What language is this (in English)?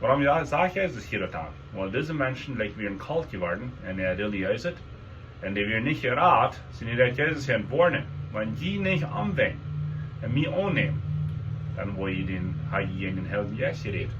Plautdietsch